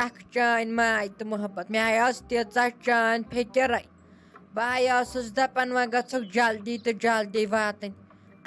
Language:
Kashmiri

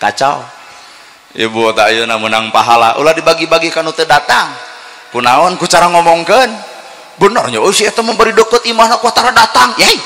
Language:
Sundanese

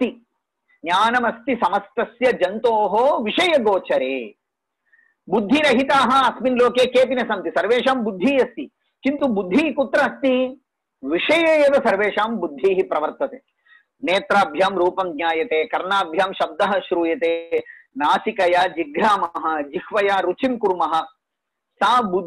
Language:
Sanskrit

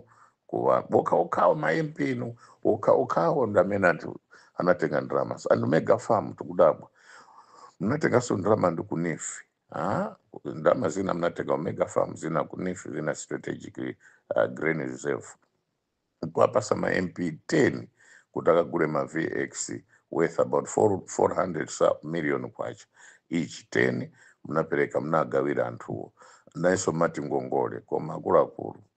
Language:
Nyanja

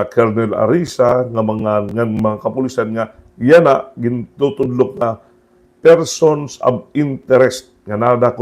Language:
Waray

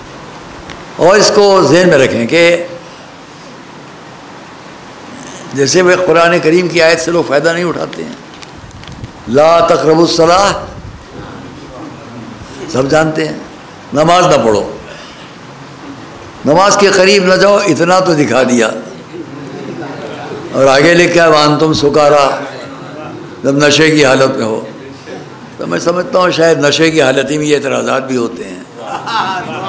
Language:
Urdu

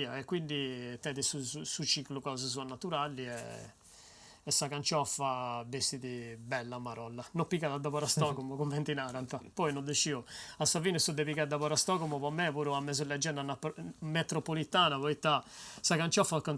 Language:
Sardinian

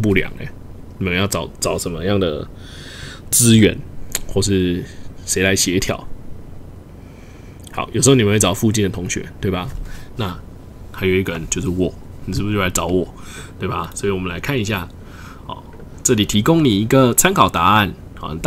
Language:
Chinese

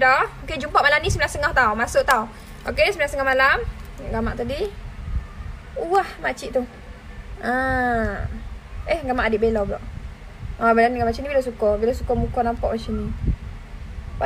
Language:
Malay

